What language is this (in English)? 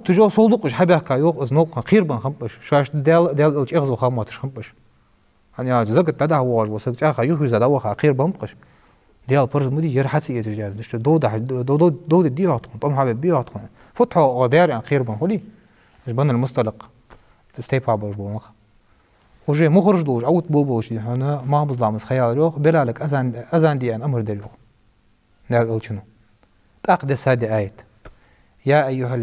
Ingush